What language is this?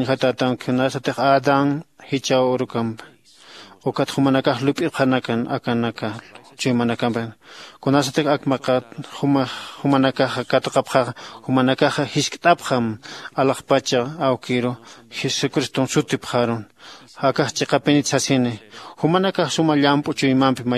Aymara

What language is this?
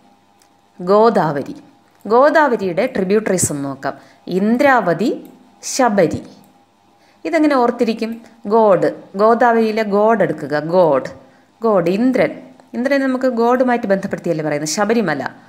Malayalam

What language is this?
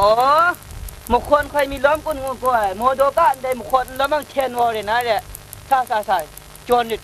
Kachin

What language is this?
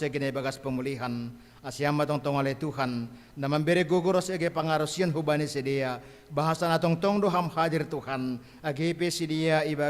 Batak Simalungun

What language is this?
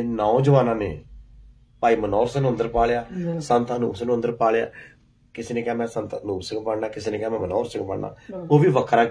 Punjabi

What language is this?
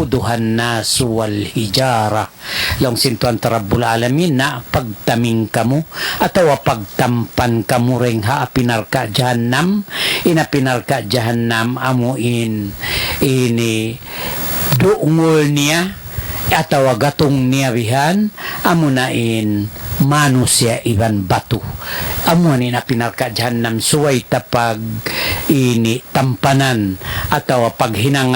Tausug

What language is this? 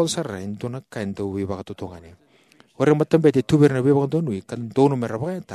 Fijian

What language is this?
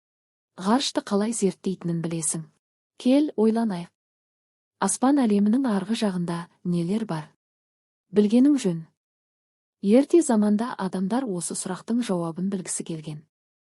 Kazakh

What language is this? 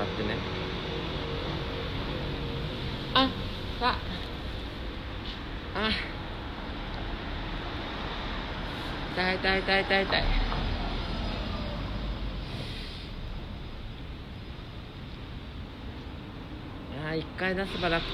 Japanese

